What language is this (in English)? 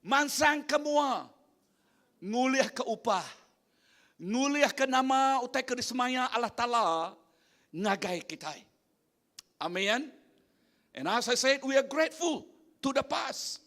Iban